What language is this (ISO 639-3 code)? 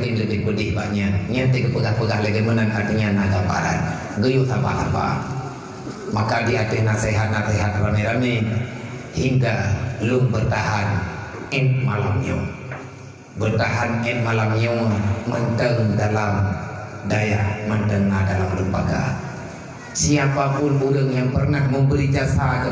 ace